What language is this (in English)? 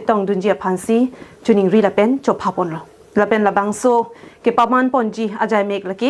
Karbi